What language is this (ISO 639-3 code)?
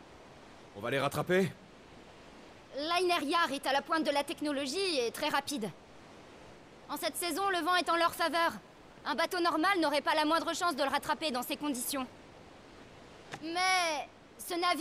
fra